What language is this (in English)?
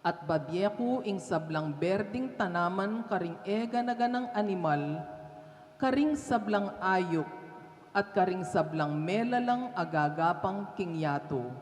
Pampanga